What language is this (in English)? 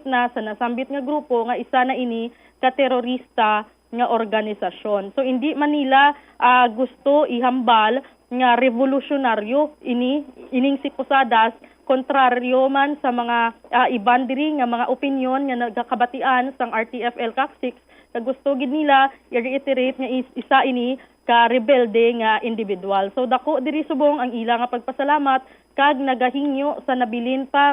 Hiligaynon